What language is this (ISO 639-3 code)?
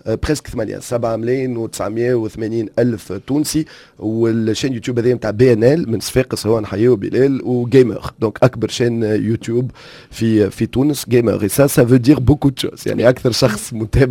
aeb